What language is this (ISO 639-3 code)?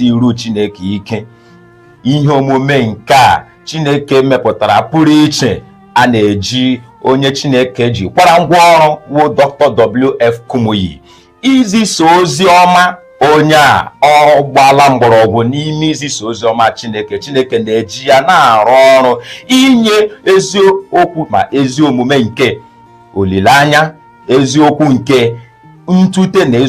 ibo